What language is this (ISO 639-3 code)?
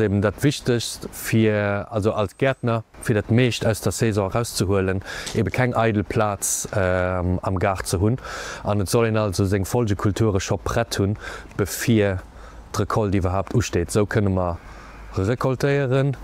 ltz